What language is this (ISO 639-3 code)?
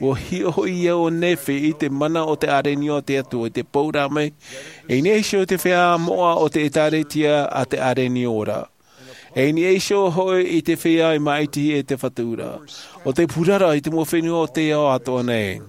tah